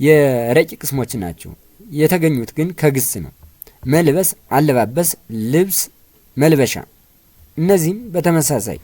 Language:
Amharic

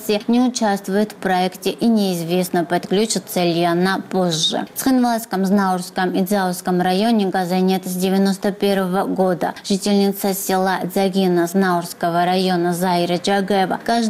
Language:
Russian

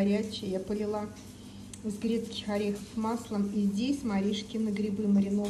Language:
Russian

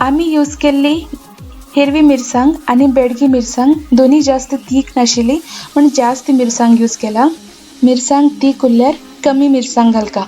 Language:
Konkani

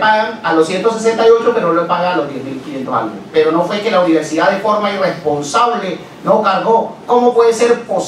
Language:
Spanish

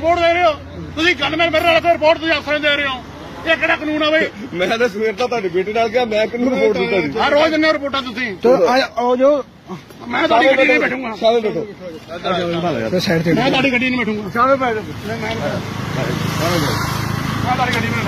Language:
Punjabi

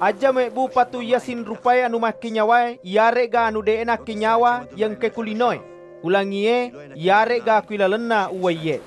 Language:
Buginese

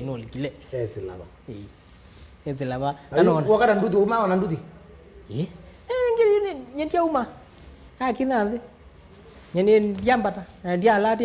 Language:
Kamba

